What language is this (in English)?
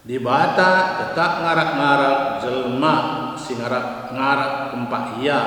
Batak Karo